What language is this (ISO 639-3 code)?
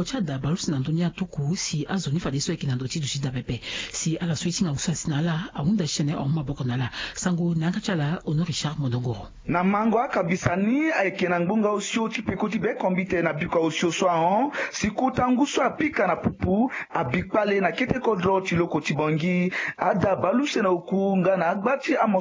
sag